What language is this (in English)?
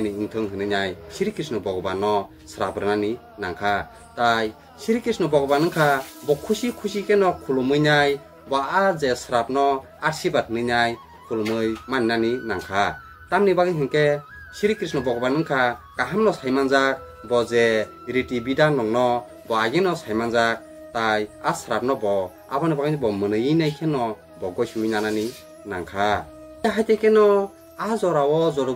Kok Borok